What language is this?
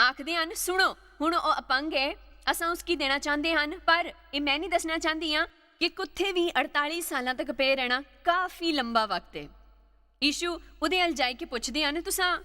Dogri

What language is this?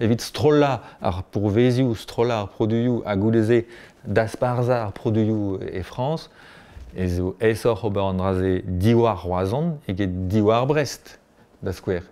Breton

